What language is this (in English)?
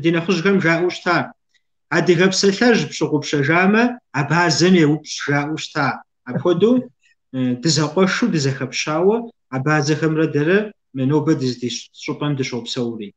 Kabardian